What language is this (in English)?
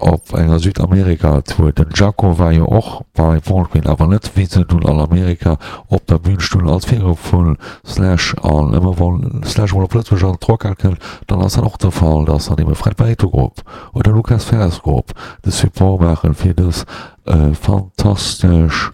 Luxembourgish